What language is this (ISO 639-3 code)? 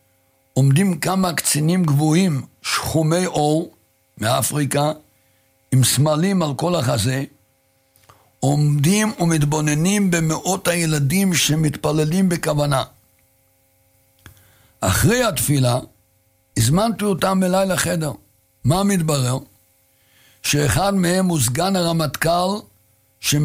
heb